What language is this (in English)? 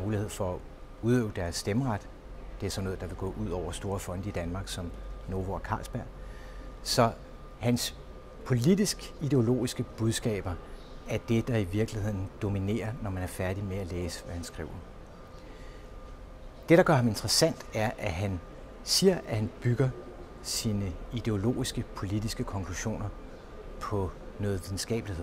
Danish